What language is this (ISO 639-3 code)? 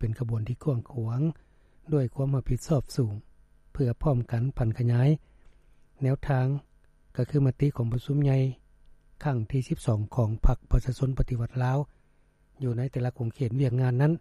lao